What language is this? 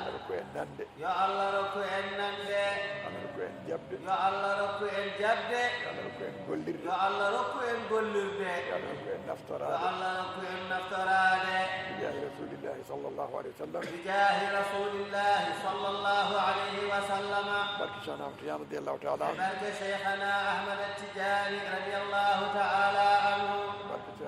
Fula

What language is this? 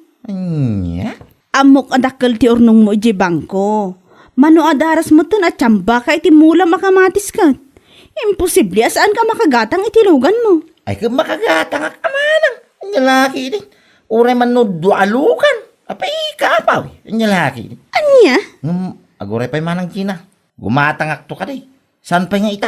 Iloko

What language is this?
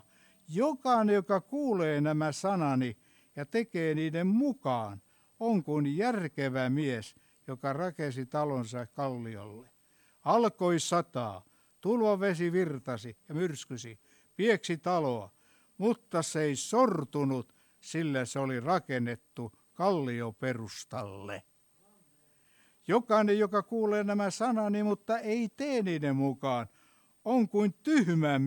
Finnish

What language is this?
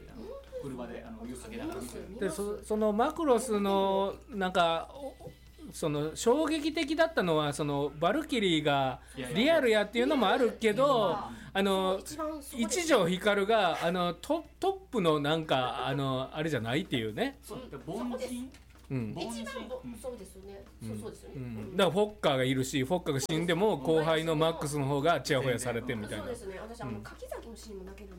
Japanese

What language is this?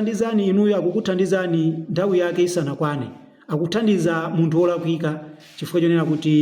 Nyanja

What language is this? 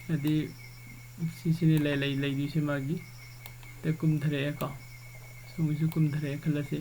Manipuri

